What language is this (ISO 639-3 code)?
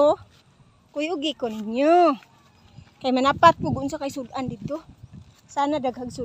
ceb